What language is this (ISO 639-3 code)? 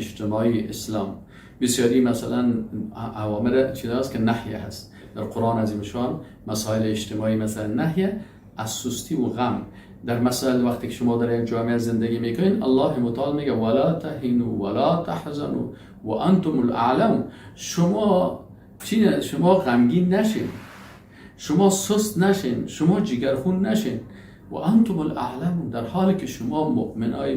fas